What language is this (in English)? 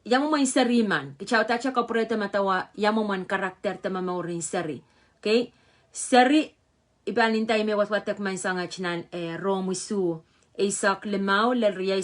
Pohnpeian